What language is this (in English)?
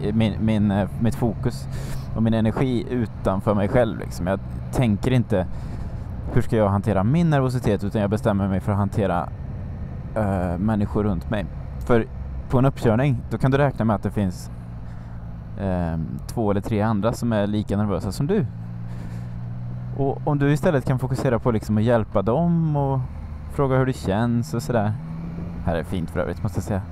Swedish